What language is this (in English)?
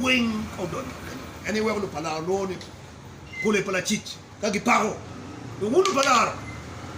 Acoli